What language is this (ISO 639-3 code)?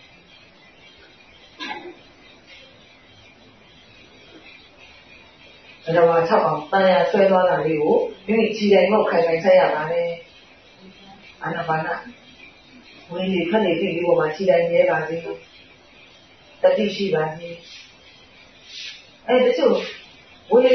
mya